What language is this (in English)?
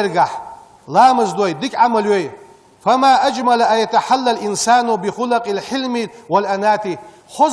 Ingush